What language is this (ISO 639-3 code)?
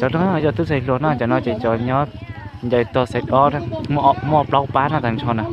hmn